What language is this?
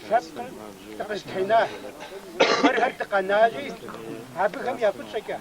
Kabardian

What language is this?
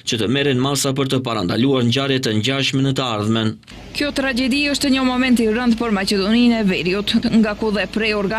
Albanian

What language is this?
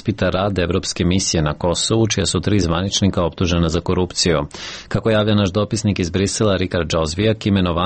Serbian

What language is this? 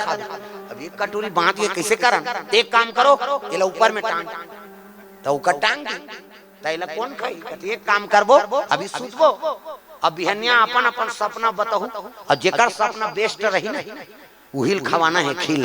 Chhattisgarhi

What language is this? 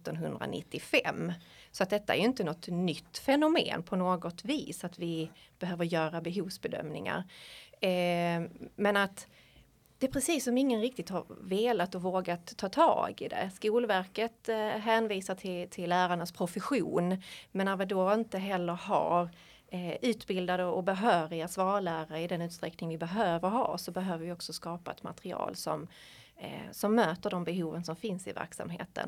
Swedish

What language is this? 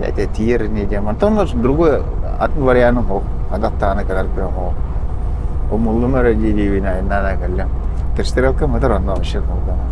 Yakut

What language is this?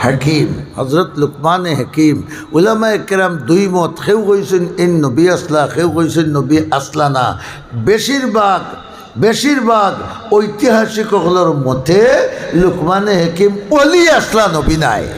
Sylheti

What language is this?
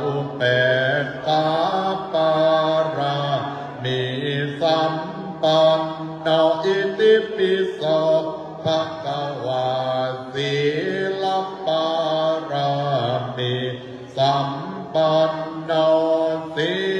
Pali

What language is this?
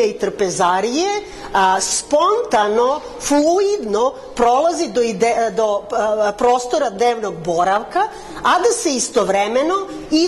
Serbian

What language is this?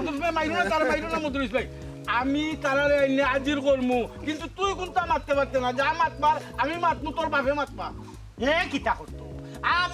Sylheti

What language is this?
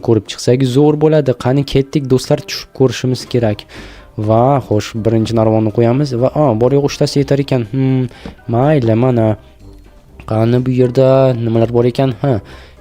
Uzbek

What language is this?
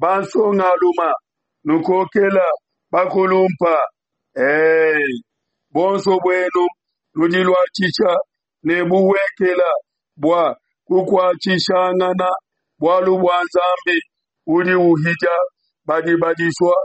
Luba-Lulua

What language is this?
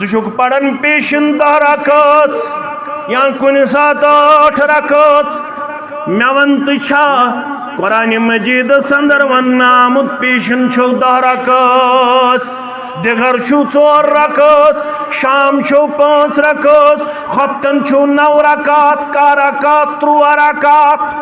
Kashmiri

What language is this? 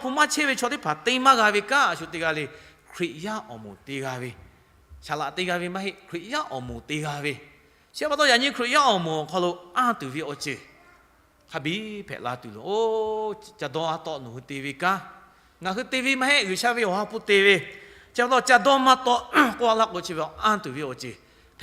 Lahu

